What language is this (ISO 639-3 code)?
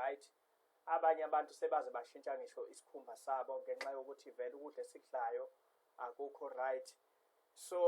zul